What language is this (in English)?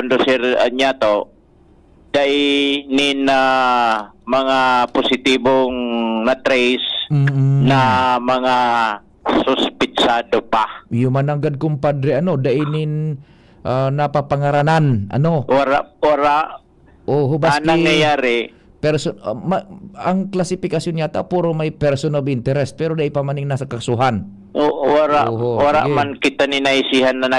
Bikol